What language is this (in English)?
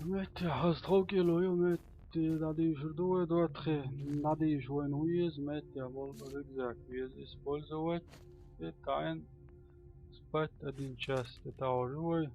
Chechen